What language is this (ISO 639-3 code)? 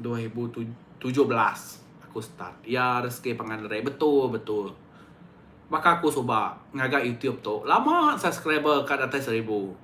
iba